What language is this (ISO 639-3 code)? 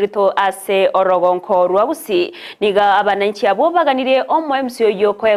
guz